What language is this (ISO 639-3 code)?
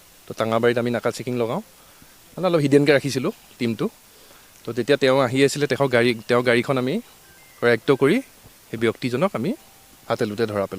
asm